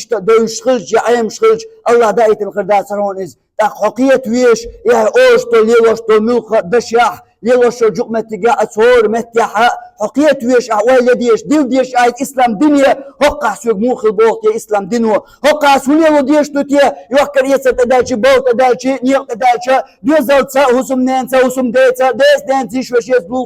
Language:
Chechen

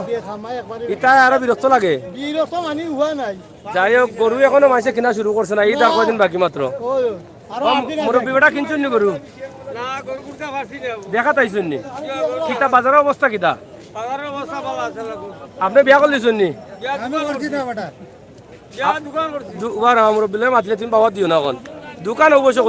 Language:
Sylheti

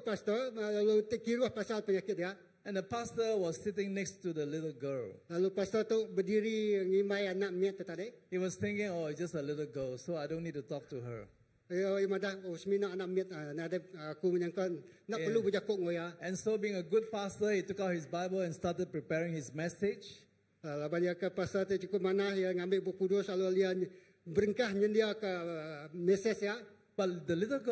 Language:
Iban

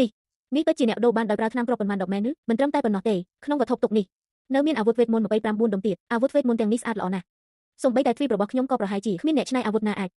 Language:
Khmer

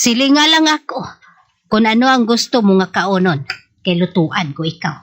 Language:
Hiligaynon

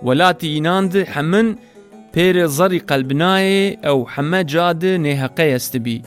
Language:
Zaza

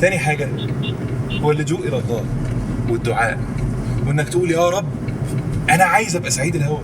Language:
Egyptian Arabic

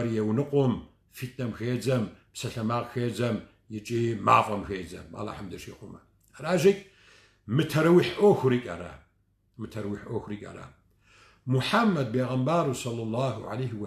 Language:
Kabardian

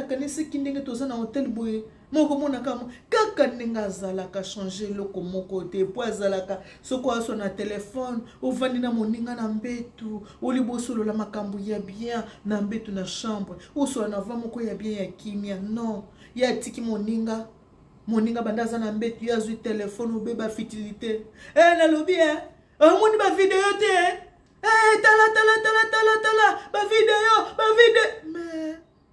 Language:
Lingala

